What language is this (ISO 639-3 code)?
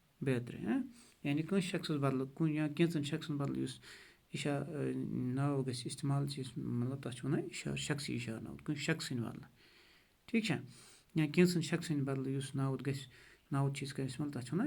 kas